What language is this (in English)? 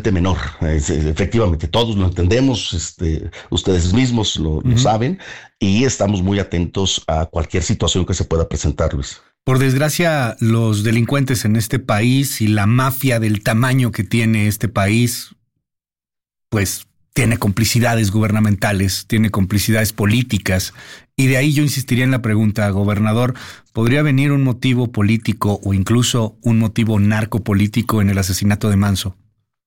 Spanish